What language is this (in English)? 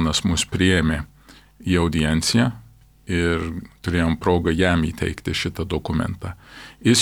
Lithuanian